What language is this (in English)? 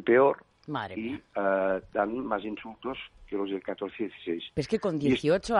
Spanish